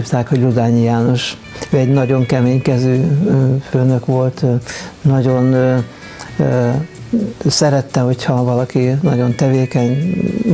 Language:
Hungarian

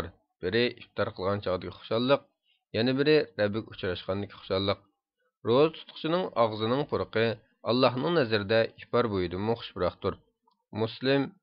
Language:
Uyghur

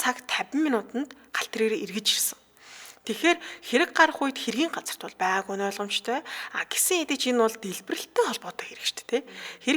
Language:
Mongolian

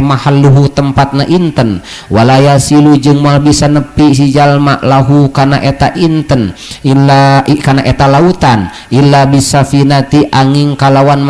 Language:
Sundanese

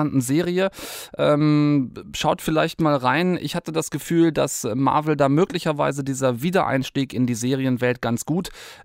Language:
German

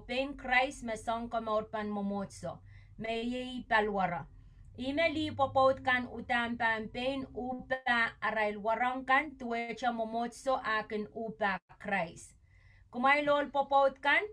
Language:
Pohnpeian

